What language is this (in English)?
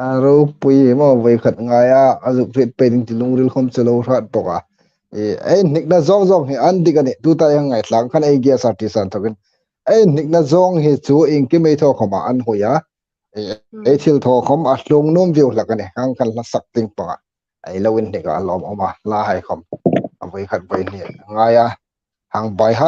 Hmar